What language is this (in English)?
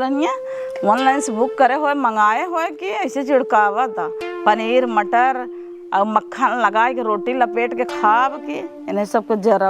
Awadhi